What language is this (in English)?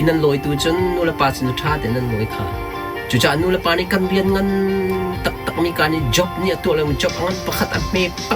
Hakha Chin